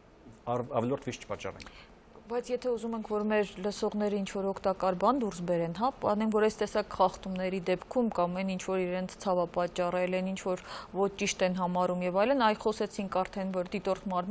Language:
Armenian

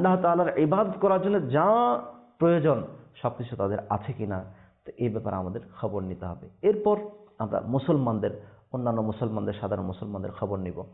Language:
Bangla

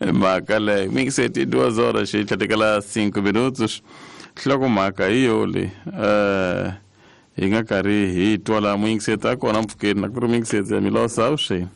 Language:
Tsonga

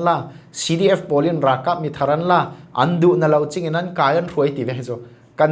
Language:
Falam Chin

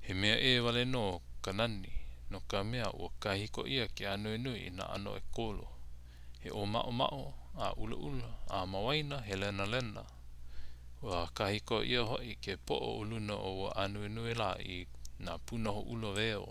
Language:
Hawaiian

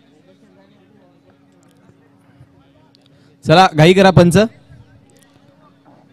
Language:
Marathi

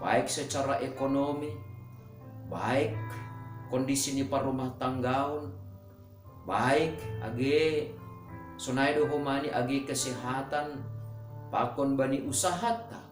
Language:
Batak Simalungun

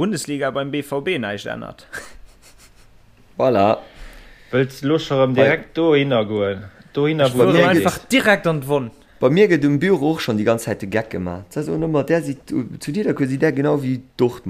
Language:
Luxembourgish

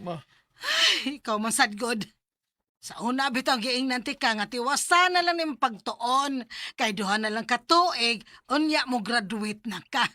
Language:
Cebuano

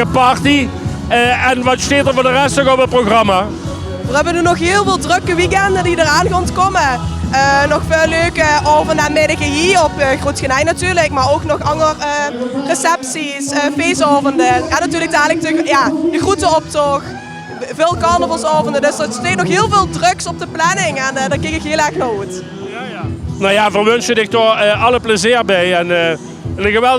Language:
Limburgish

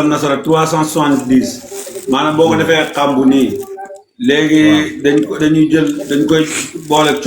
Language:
Wolof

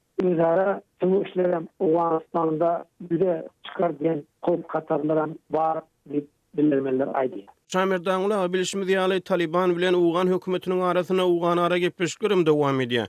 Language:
Turkmen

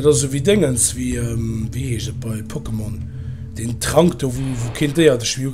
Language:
Luxembourgish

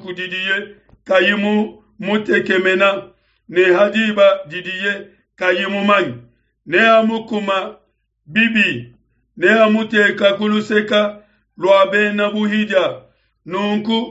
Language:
Luba-Lulua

